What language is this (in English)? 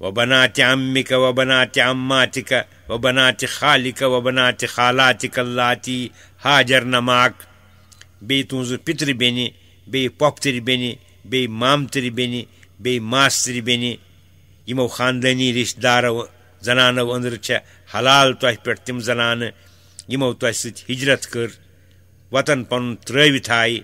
Kashmiri